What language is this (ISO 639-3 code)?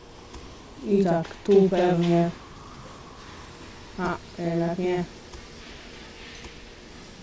pol